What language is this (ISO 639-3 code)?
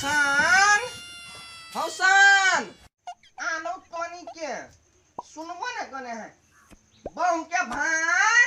mai